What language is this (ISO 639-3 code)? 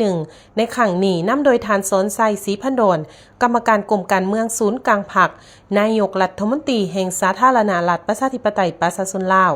lao